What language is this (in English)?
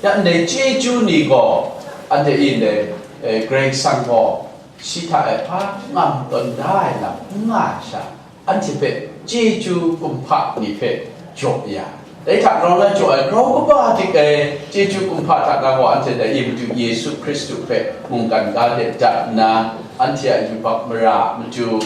Kachin